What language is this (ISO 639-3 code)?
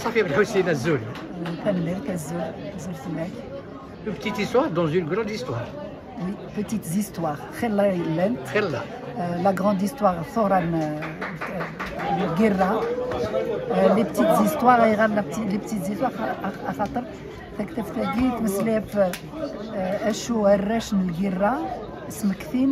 kab